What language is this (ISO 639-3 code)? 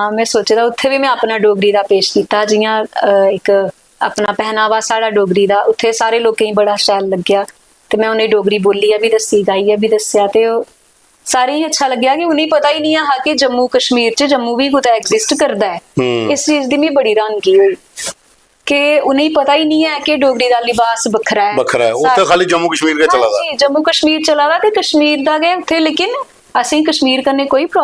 doi